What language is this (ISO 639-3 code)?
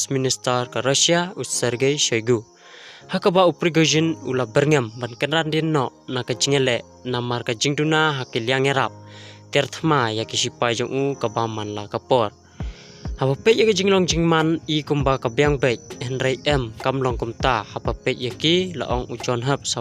kha